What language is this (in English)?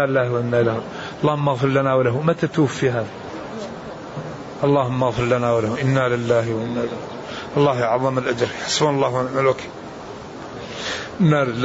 Arabic